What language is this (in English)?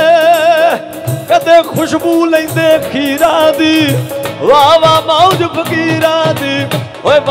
Punjabi